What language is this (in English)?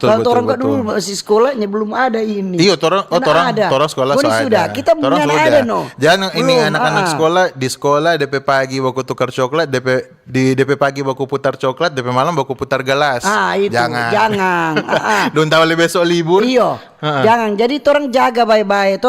Manado Malay